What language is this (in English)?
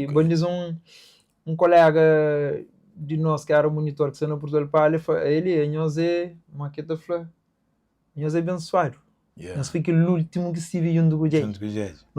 Kabuverdianu